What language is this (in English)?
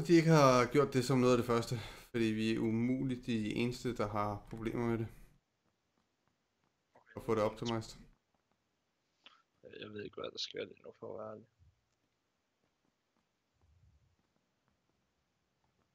Danish